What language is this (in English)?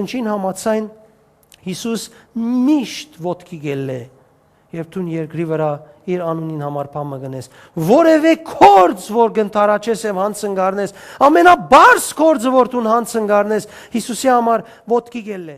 Western Armenian